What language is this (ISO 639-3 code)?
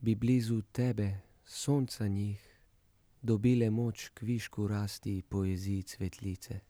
slv